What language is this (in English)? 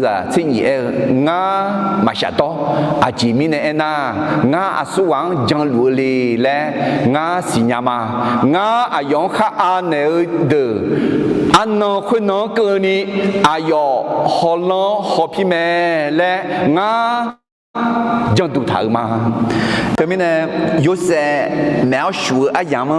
Akha